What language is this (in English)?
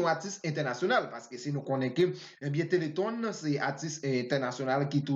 Haitian Creole